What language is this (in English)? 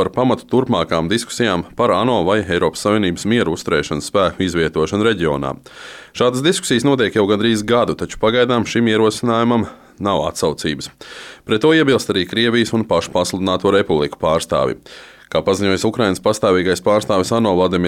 Latvian